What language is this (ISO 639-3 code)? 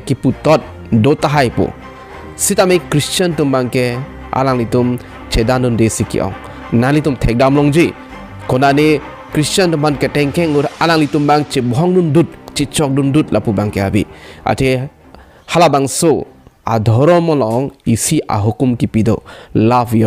mjw